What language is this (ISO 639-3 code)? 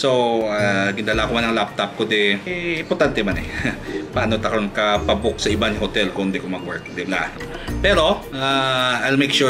hil